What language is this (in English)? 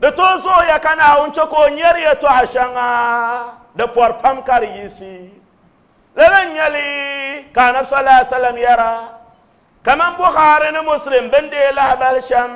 Dagbani